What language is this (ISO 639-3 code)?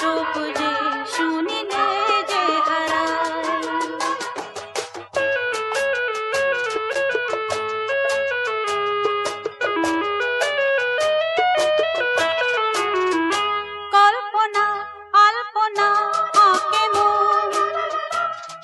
ben